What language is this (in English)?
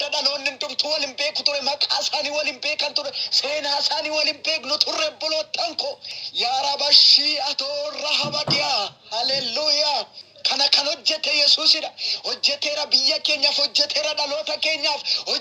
Oromo